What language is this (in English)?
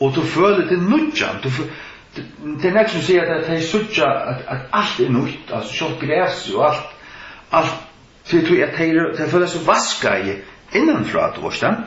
Faroese